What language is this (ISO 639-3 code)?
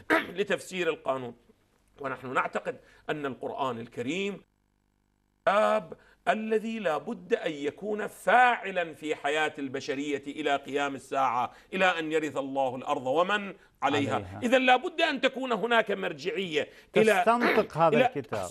ara